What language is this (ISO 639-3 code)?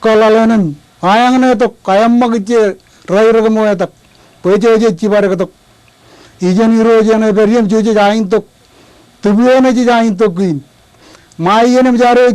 mah